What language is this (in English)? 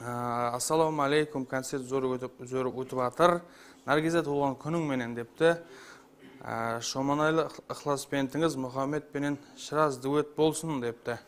Kara-Kalpak